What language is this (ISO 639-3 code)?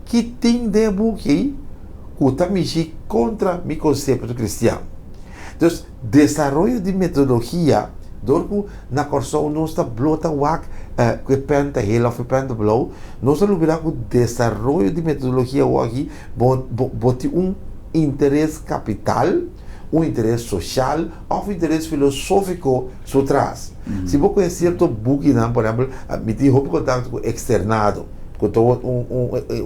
pap